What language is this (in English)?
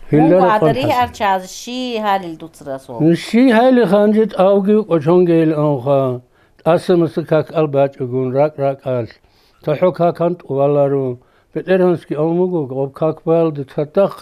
Avaric